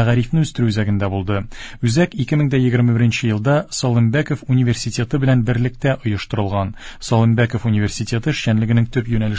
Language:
Tatar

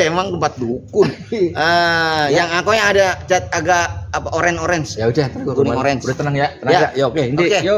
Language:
Betawi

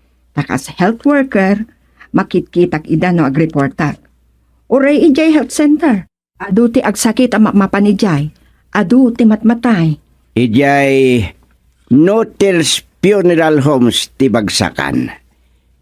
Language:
Iloko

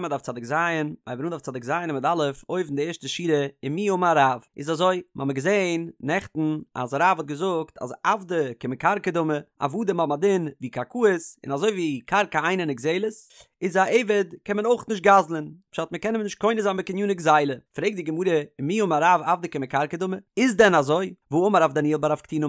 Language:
Yiddish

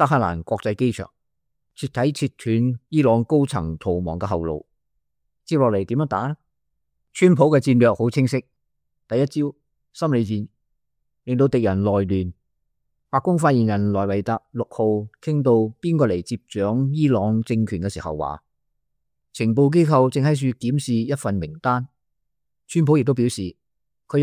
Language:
Cantonese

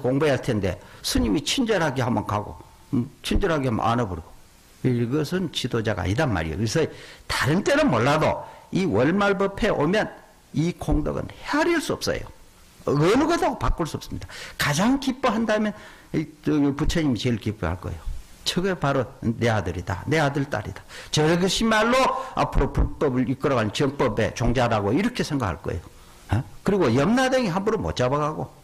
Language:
Korean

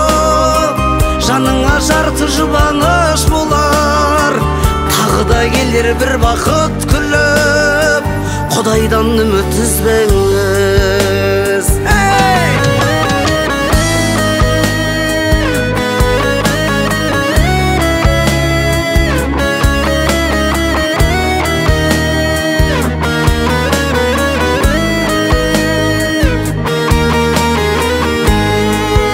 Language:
Kazakh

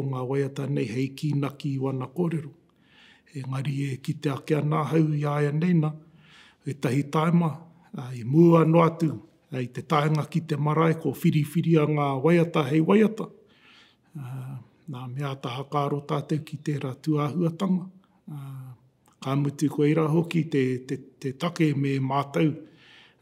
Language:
Māori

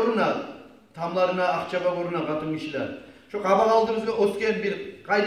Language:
Kumyk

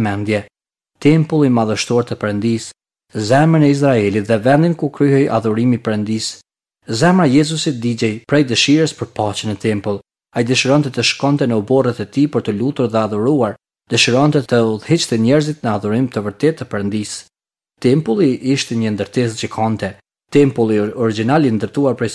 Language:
Albanian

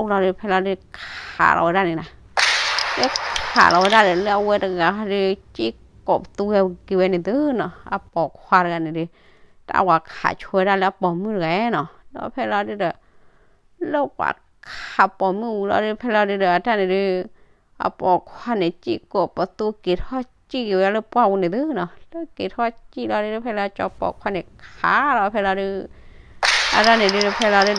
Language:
S'gaw Karen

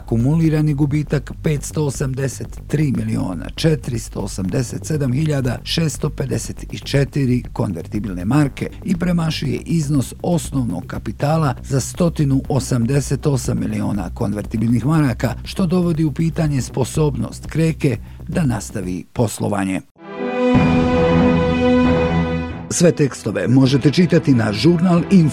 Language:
Bosnian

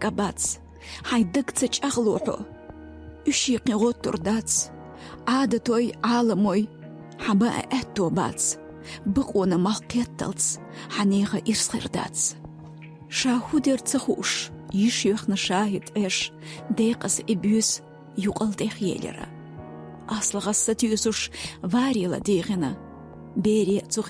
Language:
Chechen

